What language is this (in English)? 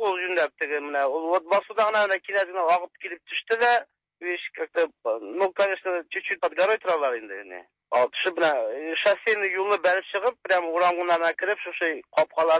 Tatar